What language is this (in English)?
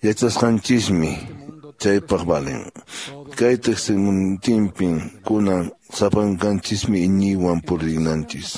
Quechua